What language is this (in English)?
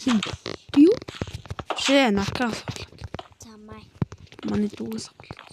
Mongolian